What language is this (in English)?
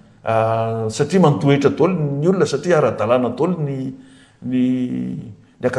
Malagasy